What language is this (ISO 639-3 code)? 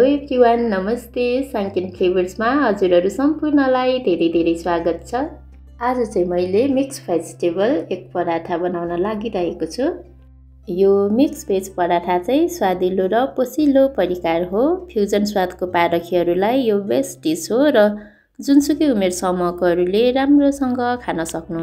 nep